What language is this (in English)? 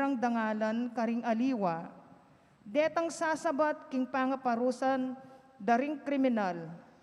Pampanga